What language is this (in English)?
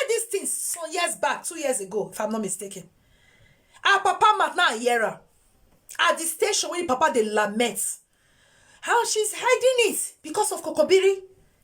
Nigerian Pidgin